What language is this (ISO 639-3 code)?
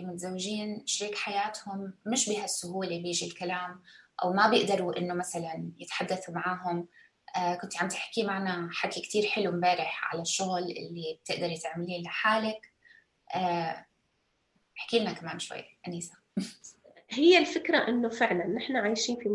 apc